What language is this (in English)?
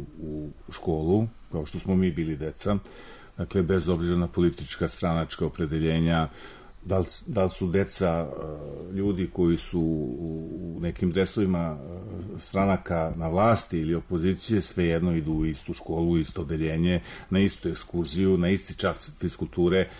Serbian